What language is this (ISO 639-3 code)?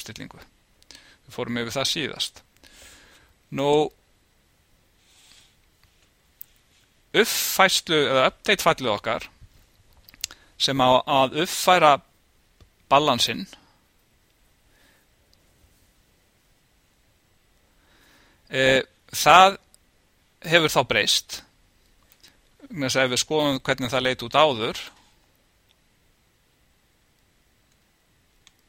isl